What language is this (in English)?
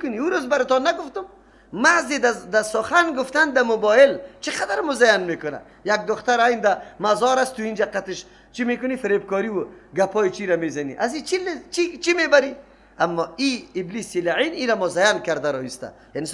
Persian